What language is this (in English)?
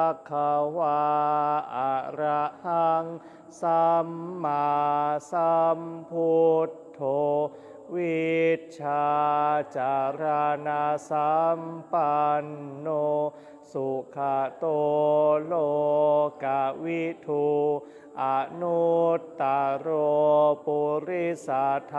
Pali